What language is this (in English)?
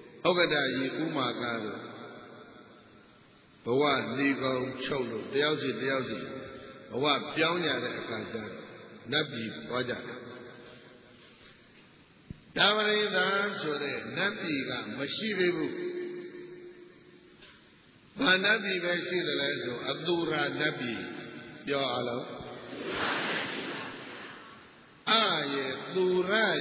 Burmese